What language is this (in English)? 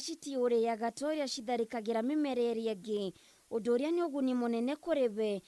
Kikuyu